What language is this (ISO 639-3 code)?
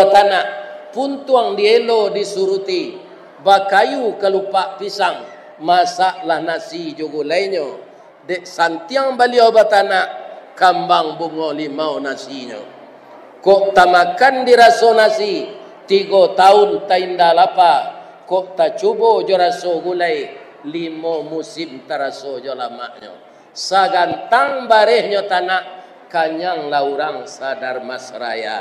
min